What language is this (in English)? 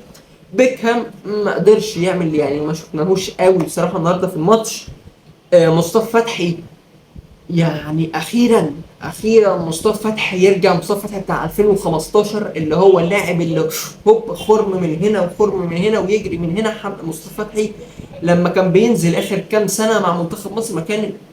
Egyptian Arabic